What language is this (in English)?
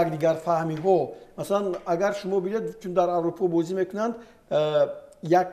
Tajik